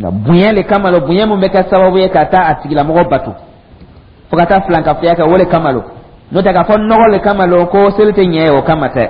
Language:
Dyula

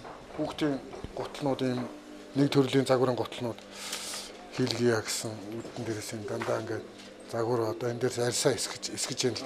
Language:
Mongolian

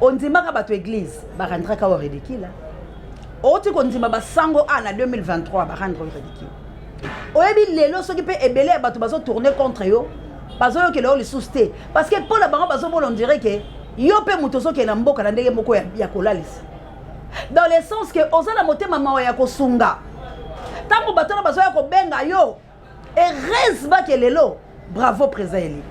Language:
Lingala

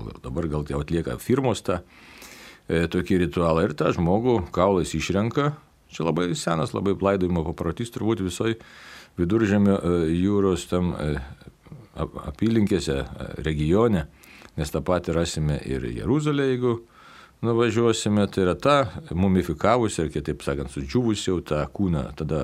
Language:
Lithuanian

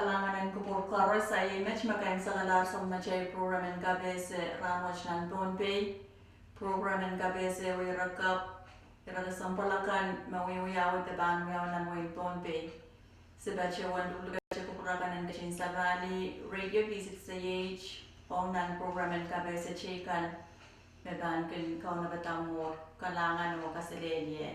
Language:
Pohnpeian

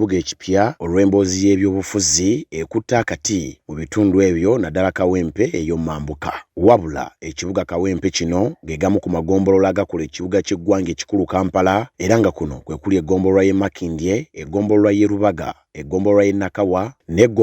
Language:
Ganda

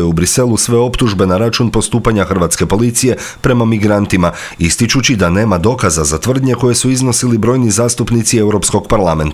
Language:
Croatian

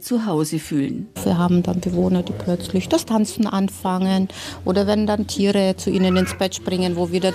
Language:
German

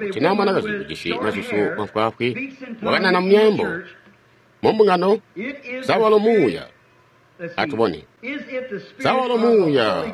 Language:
Tonga (Zambia)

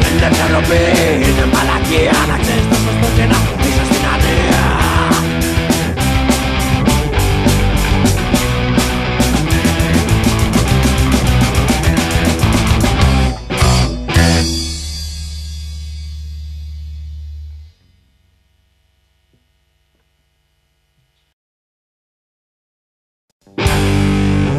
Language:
Greek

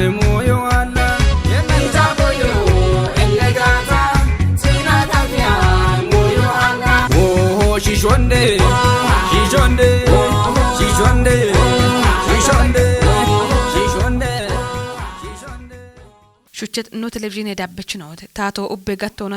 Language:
Kafa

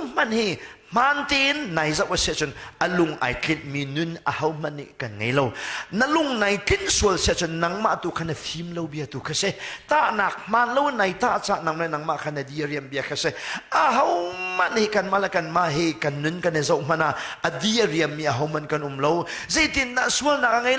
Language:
Hakha Chin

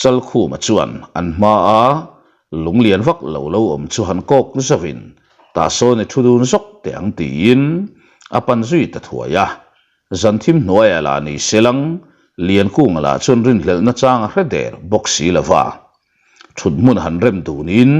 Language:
Mizo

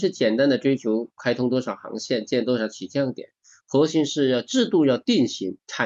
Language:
Chinese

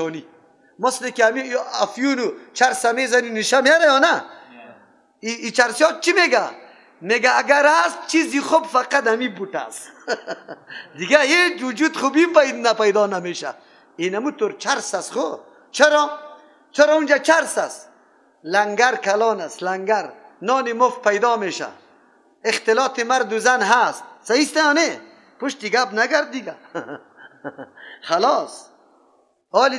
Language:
Persian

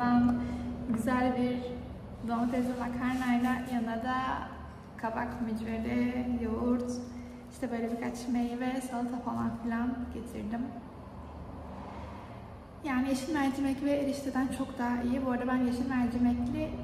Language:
Turkish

